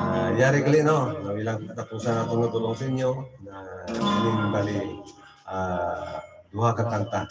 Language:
Hiligaynon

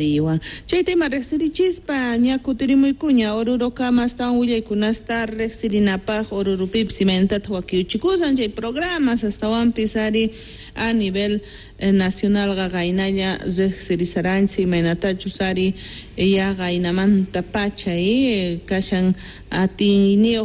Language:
Quechua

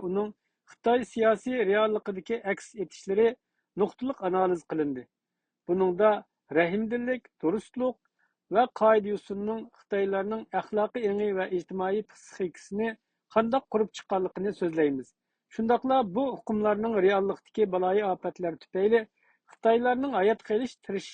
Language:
Uyghur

